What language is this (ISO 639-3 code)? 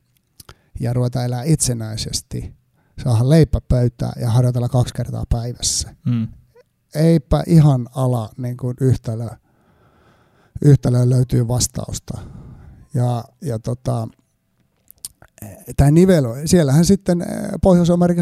fin